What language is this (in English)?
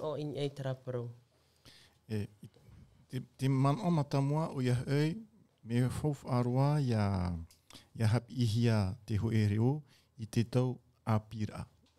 Tahitian